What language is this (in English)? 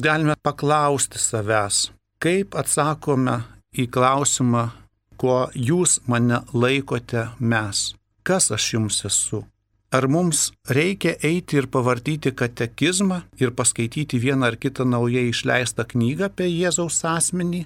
Lithuanian